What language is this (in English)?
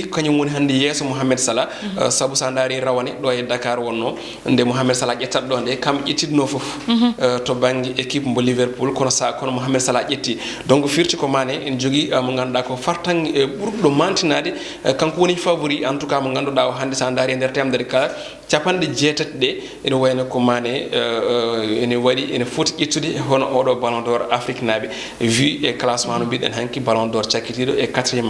Fula